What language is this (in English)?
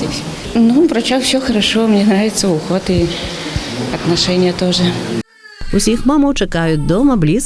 Belarusian